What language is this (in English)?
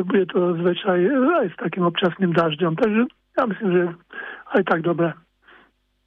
Slovak